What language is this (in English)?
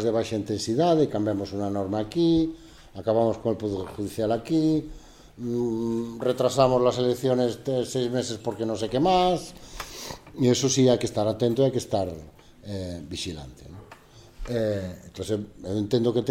Galician